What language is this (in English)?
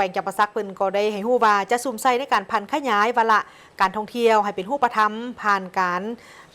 Lao